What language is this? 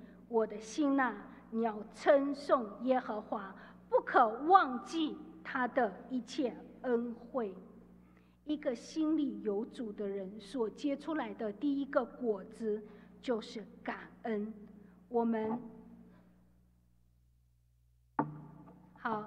Chinese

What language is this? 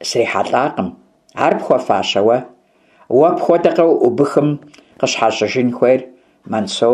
Kabardian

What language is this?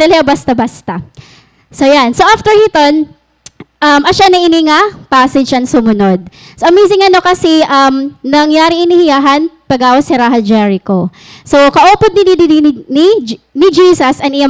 Waray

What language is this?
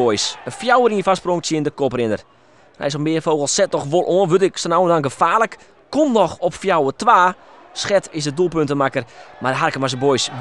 Western Frisian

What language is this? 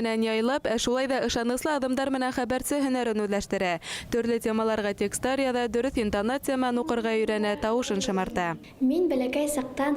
Bashkir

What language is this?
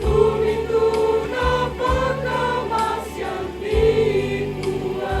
Toraja-Sa'dan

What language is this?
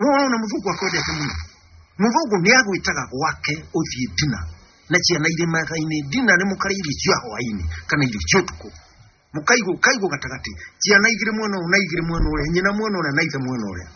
Kikuyu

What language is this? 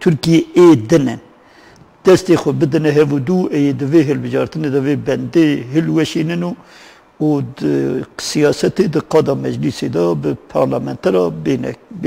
Kurdish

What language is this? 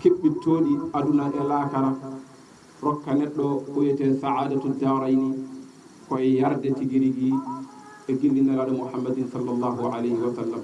Fula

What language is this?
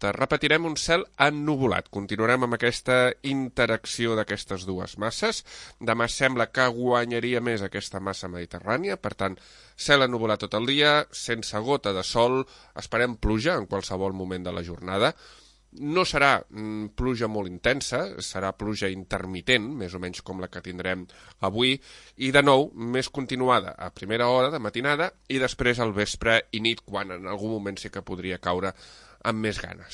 Catalan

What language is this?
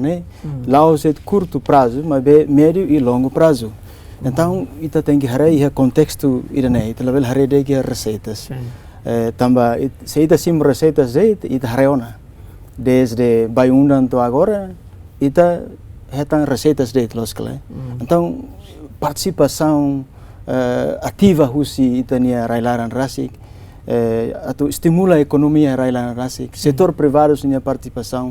Tetum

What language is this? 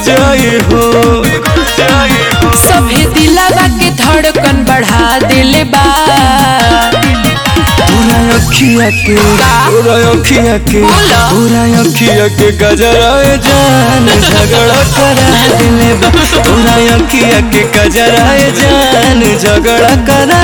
Bhojpuri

